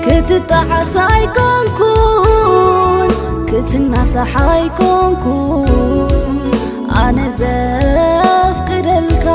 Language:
Tigrinya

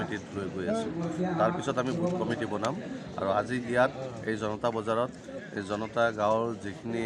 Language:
Assamese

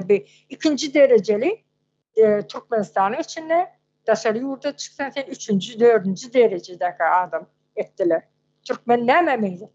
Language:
Turkmen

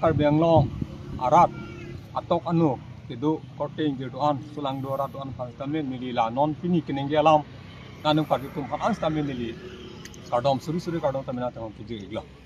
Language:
Karbi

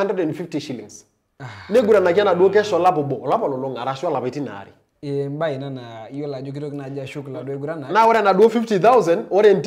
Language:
Masai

